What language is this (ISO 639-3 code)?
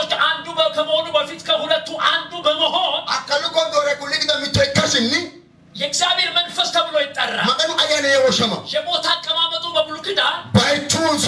amh